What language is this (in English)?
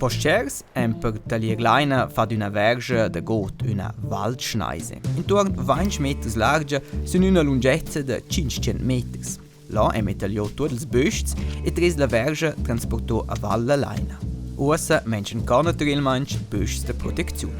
Romansh